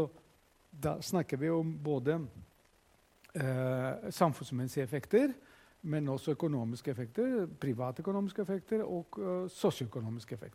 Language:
Norwegian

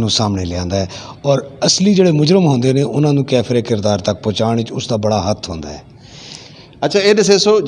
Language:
Western Panjabi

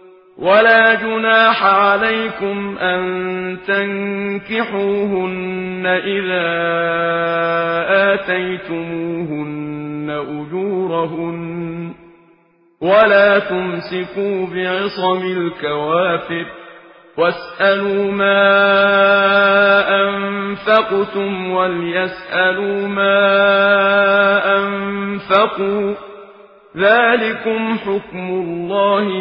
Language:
Arabic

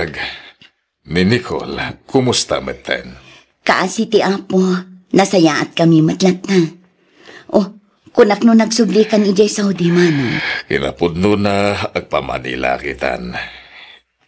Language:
Iloko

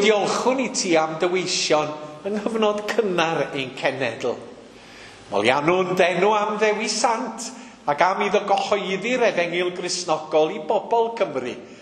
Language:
Welsh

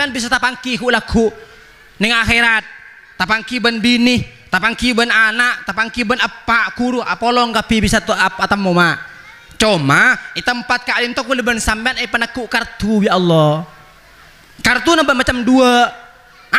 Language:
Madurese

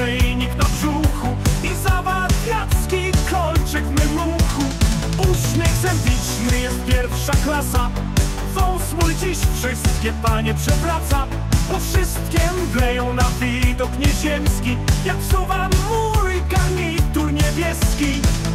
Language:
Polish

